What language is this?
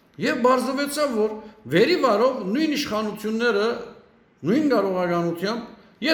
Western Armenian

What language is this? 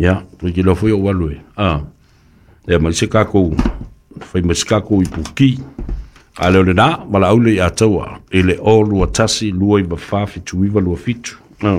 Samoan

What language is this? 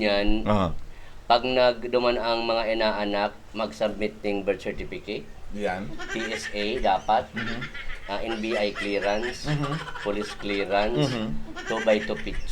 Bikol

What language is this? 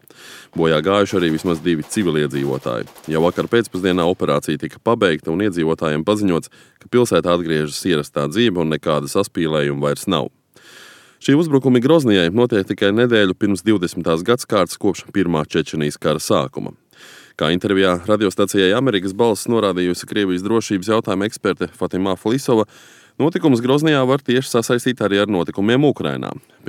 Latvian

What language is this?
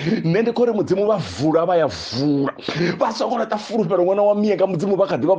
Venda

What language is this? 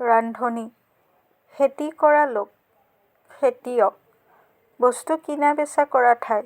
Assamese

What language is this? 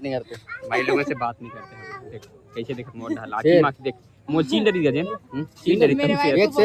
Chhattisgarhi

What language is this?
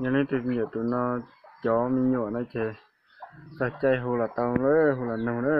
Hmong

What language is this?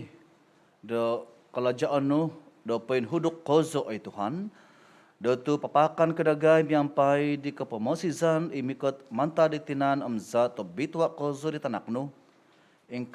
Central Dusun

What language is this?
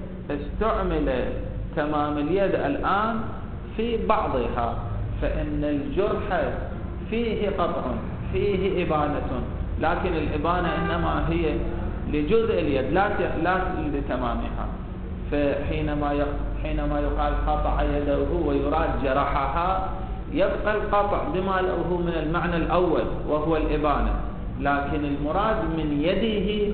Arabic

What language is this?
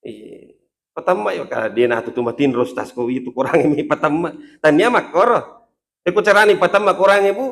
Buginese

